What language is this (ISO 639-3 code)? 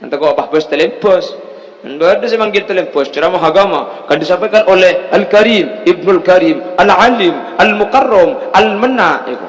mad